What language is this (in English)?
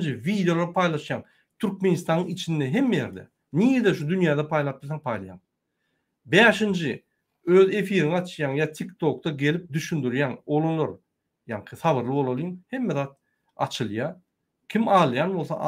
Turkmen